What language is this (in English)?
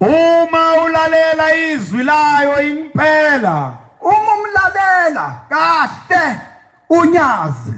Zulu